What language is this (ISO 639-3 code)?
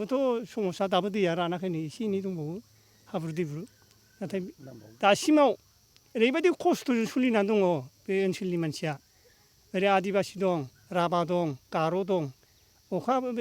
brx